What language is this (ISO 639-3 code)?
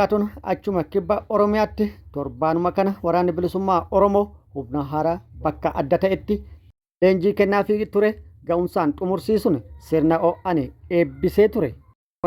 orm